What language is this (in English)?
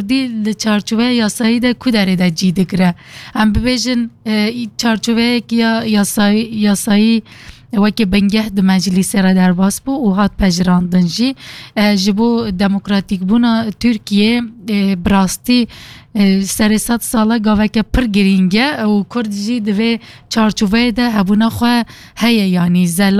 Kurdish